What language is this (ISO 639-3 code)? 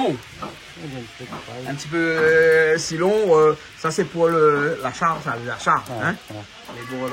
rcf